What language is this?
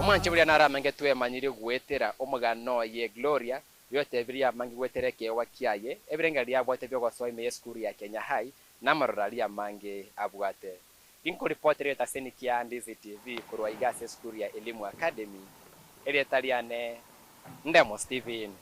Gusii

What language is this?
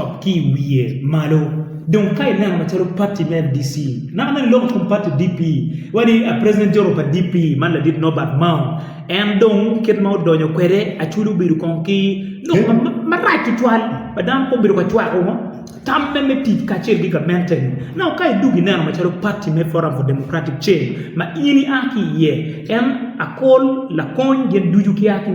Acoli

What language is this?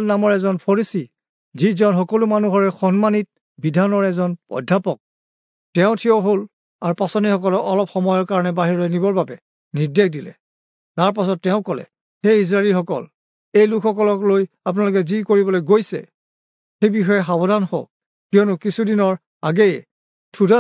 Assamese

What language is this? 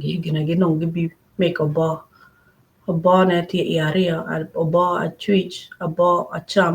Acoli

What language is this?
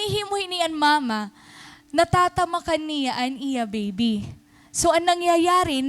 Waray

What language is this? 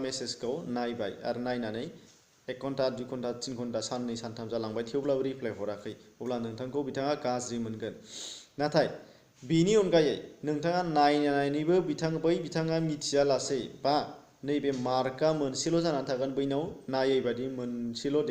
Bodo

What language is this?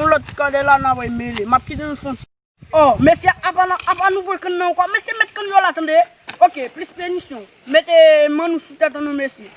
Haitian Creole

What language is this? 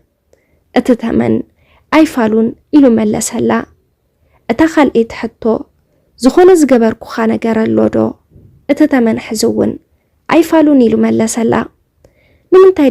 Tigrinya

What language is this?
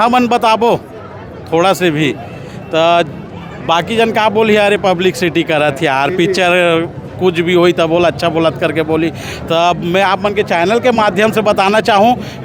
Chhattisgarhi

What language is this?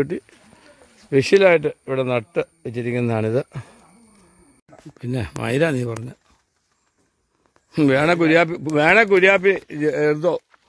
Malayalam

